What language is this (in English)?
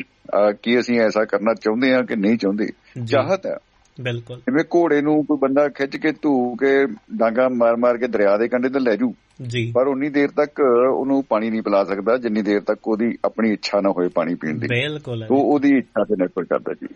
Punjabi